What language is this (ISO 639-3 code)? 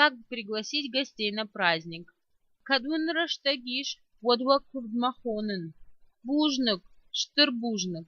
oss